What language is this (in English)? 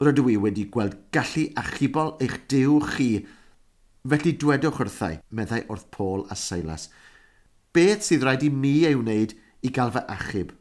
Welsh